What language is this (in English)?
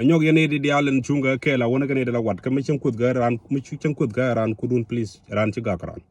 Nuer